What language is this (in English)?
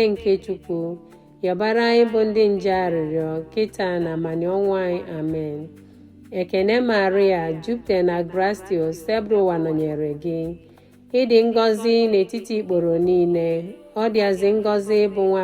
Igbo